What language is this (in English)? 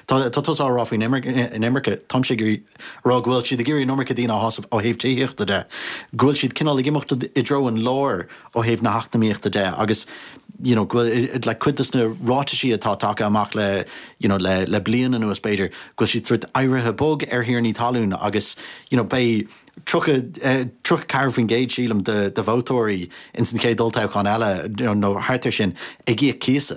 Irish